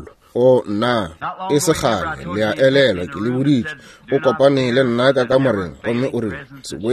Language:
Northern Sotho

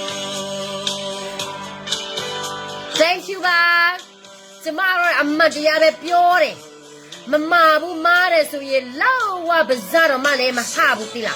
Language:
S'gaw Karen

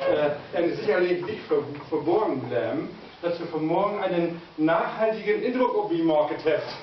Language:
Low German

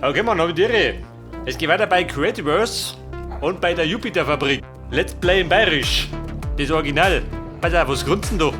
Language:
Bavarian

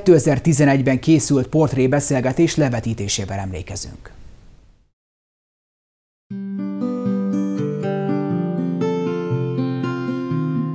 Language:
Hungarian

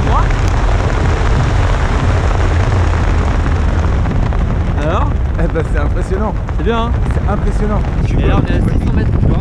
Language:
French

